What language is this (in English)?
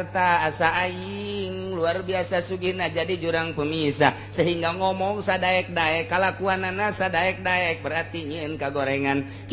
Sundanese